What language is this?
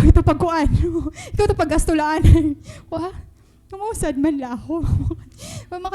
Waray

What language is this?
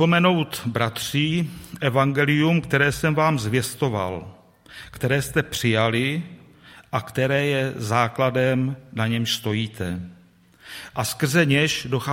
Czech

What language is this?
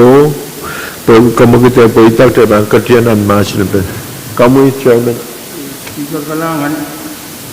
Pohnpeian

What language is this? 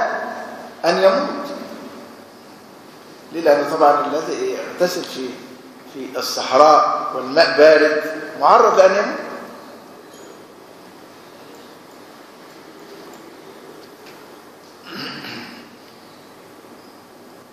Arabic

